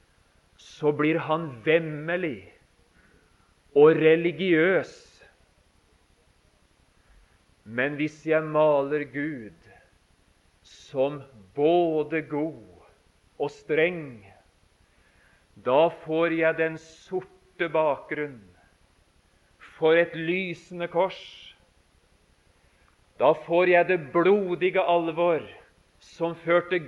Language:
Norwegian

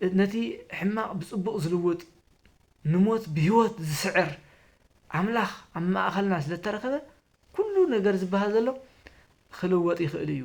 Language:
Tigrinya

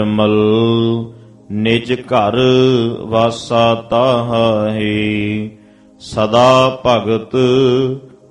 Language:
Punjabi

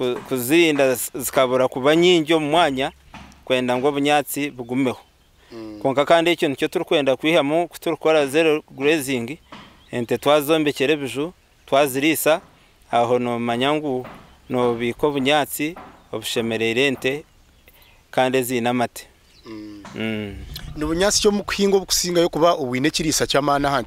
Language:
Nyankole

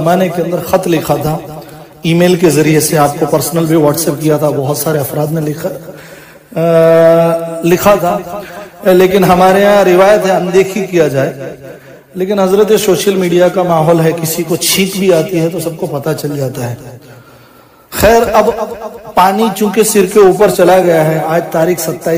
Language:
Urdu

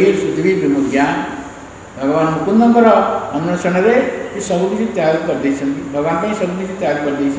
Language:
Odia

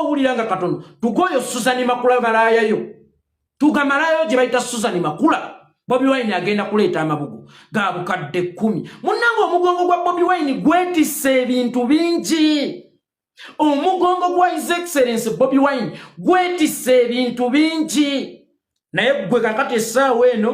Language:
Ganda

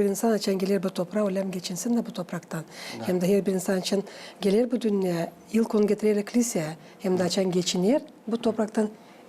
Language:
Gagauz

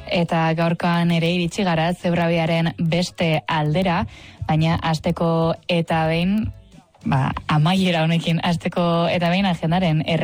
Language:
Basque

